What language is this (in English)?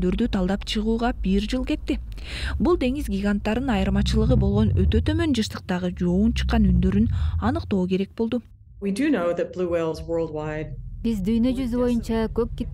Kyrgyz